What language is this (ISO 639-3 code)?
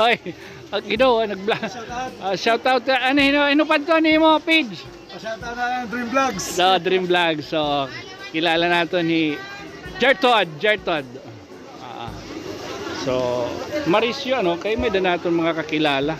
war